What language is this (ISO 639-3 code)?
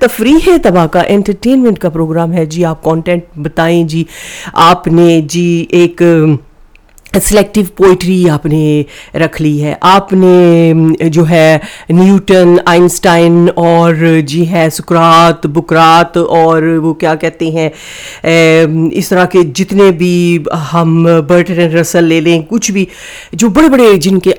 urd